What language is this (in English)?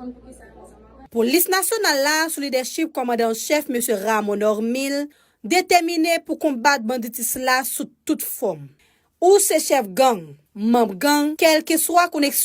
Haitian Creole